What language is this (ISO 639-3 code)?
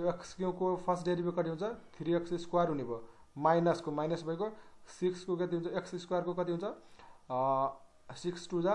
nep